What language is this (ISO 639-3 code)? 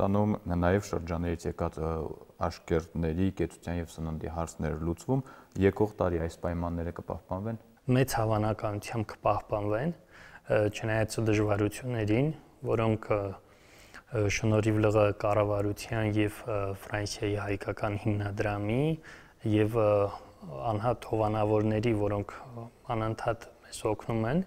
hye